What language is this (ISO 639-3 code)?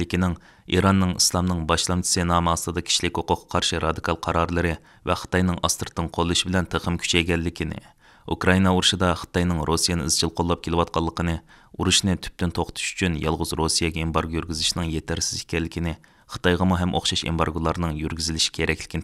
uig